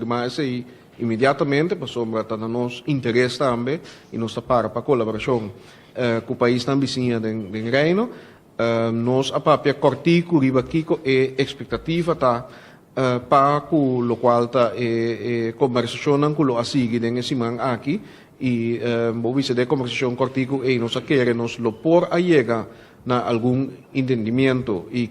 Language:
Papiamento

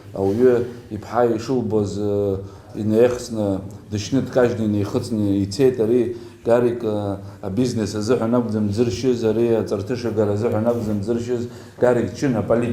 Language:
Abkhazian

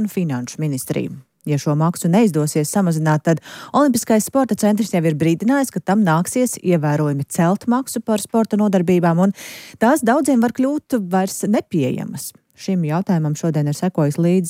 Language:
Latvian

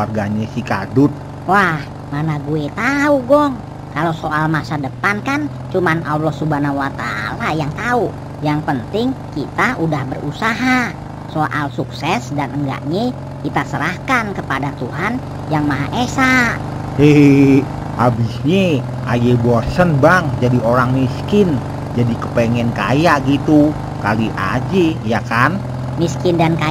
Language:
Betawi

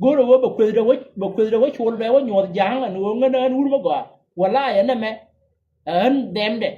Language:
Nuer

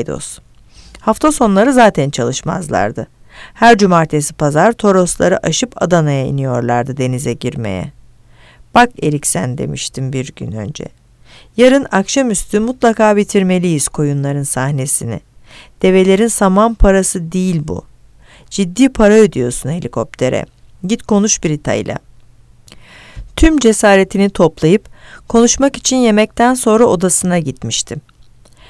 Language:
Turkish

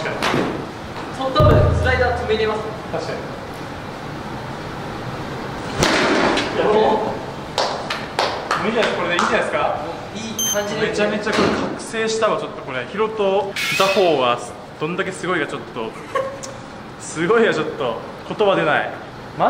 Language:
Japanese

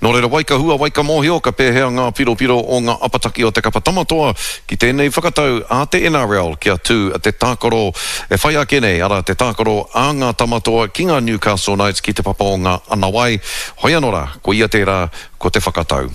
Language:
Māori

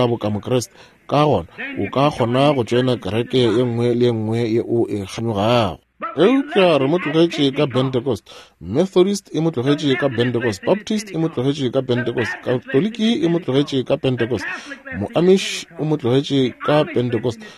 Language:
Northern Sotho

